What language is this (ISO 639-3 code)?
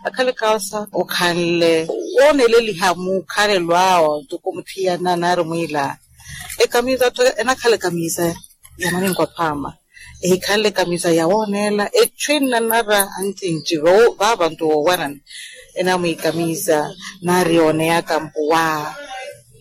vmw